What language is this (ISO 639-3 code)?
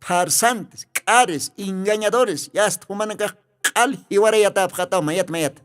aym